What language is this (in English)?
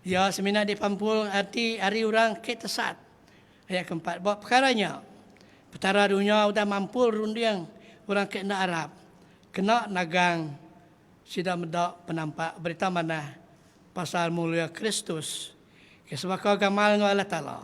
Iban